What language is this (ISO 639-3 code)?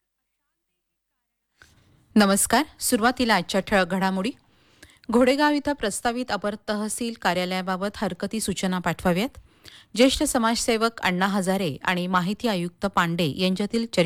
mar